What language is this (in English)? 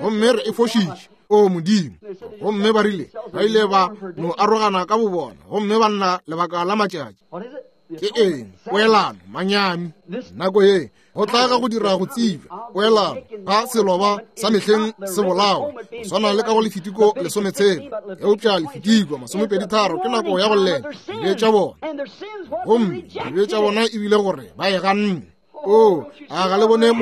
Northern Sotho